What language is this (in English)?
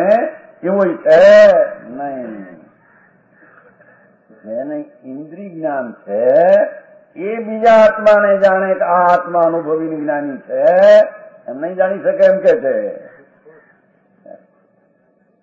Gujarati